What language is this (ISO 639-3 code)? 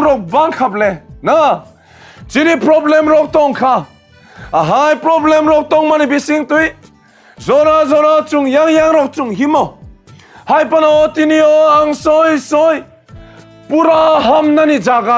trp